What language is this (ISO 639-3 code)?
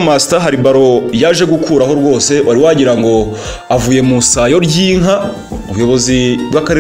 kin